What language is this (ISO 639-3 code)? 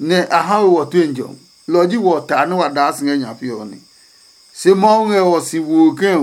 ada